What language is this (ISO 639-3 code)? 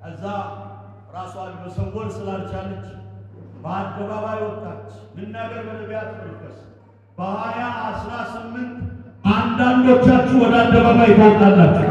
amh